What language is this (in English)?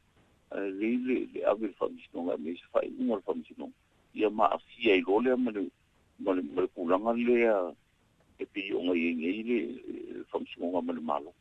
Samoan